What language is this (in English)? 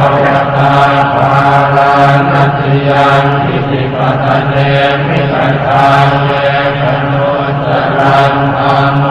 Pali